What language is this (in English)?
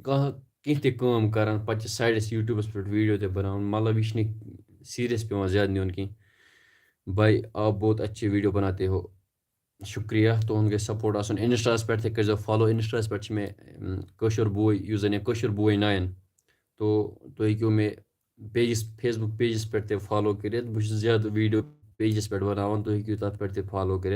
Kashmiri